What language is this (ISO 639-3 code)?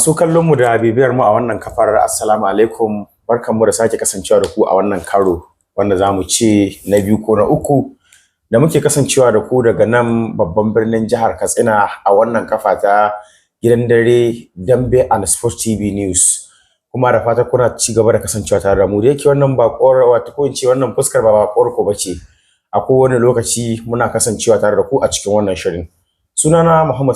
hau